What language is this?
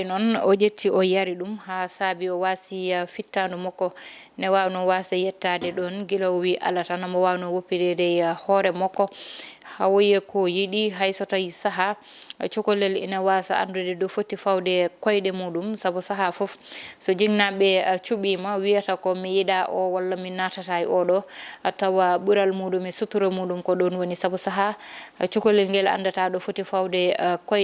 Fula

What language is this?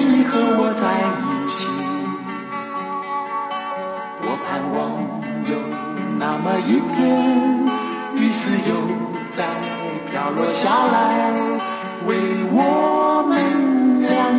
Chinese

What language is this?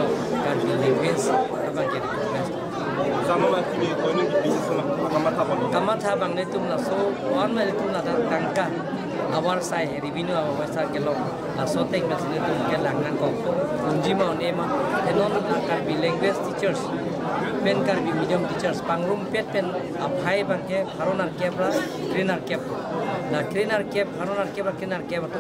Karbi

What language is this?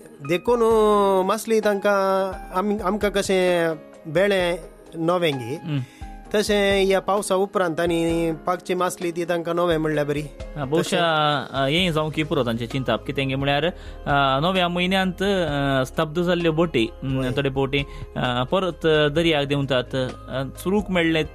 Konkani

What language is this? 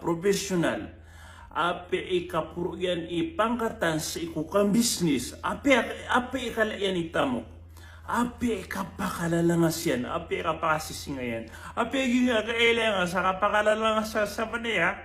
Maranao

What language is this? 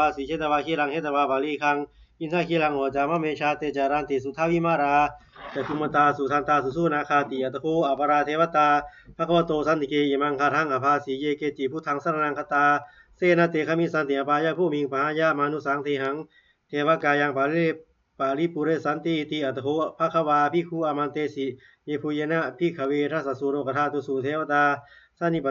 Pali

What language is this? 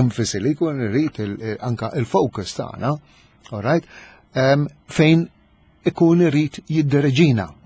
Maltese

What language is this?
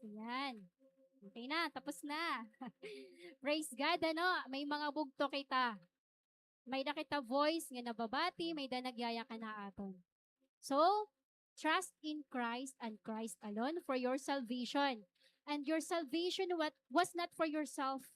Waray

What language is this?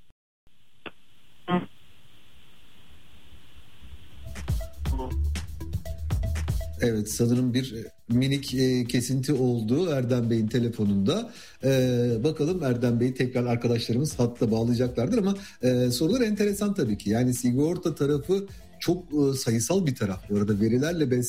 Turkish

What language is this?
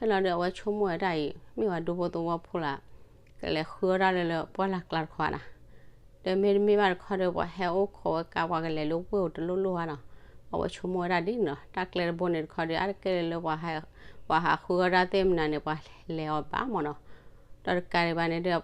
S'gaw Karen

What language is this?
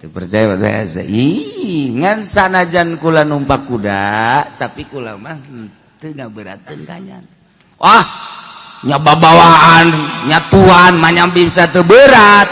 Sundanese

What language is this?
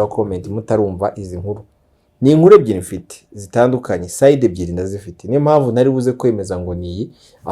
Kinyarwanda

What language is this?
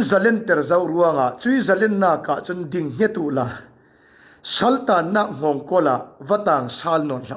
Falam Chin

